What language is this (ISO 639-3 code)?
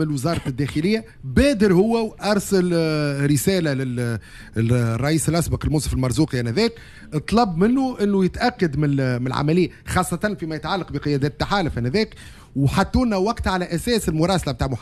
aeb